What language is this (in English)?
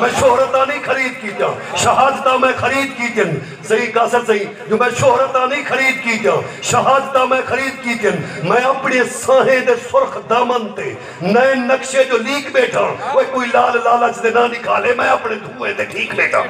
Saraiki